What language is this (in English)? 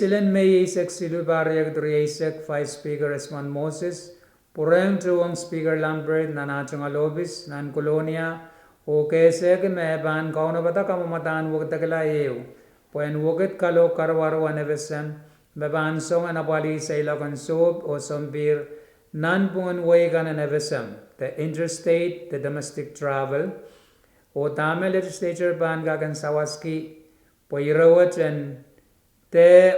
Pohnpeian